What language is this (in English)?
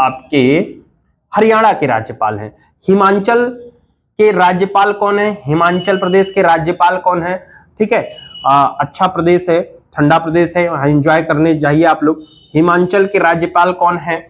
Hindi